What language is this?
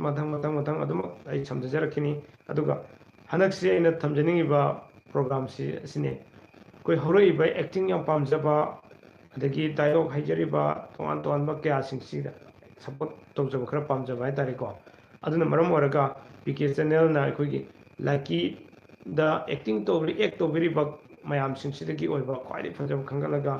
Manipuri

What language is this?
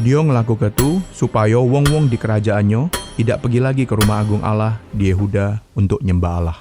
Musi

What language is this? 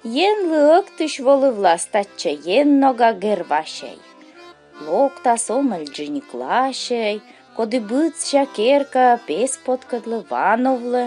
Komi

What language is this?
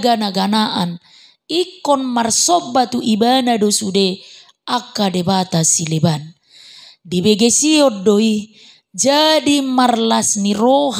Batak Toba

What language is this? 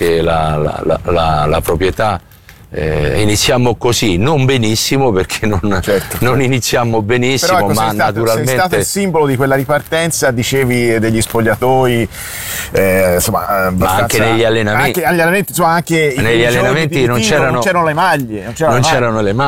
Italian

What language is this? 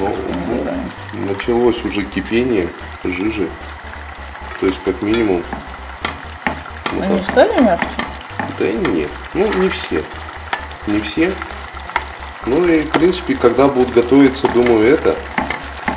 Russian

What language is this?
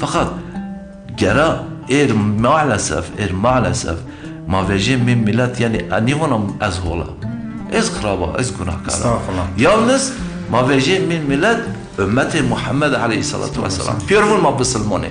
Zaza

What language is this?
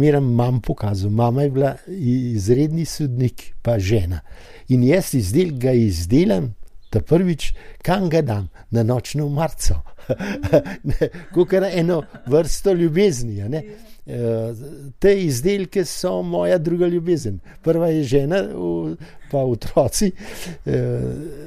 Slovenian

